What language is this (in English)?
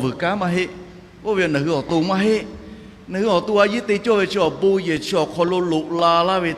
Lahu